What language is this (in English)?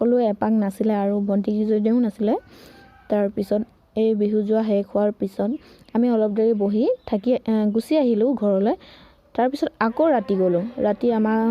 Assamese